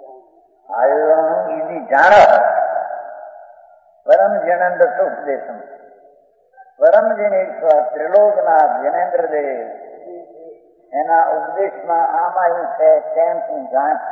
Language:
Gujarati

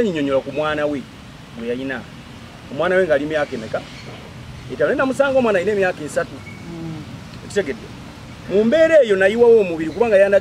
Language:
Ganda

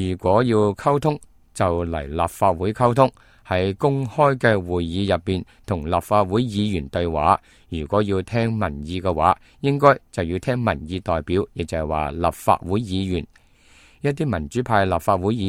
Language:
Cantonese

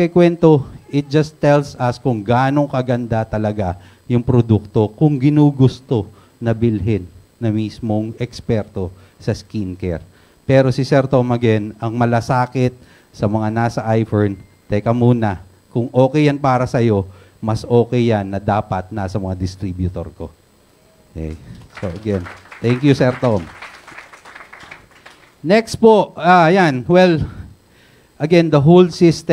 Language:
Filipino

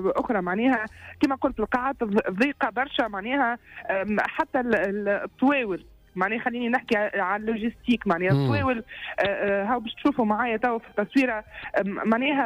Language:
Tunisian Arabic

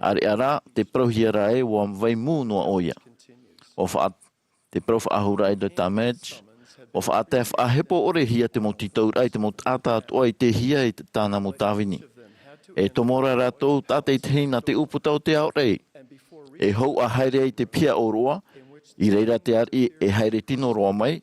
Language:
Tahitian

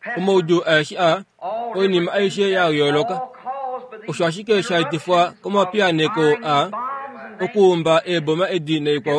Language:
Kuanyama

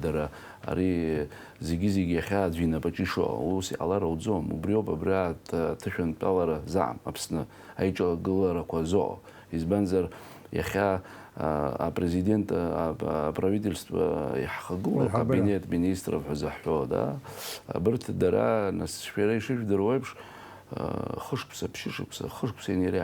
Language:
Abkhazian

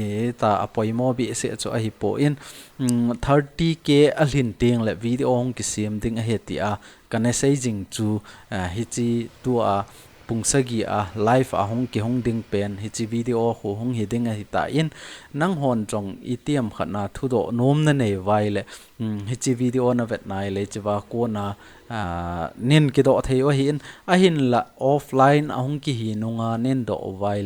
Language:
Thado Chin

